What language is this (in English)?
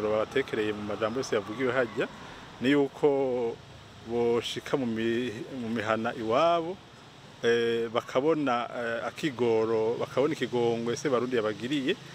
Rundi